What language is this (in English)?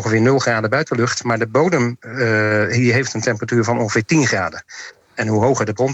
Dutch